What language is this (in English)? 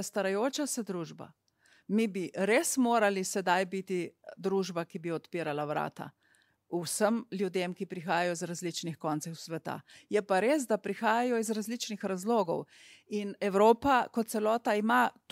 Slovenian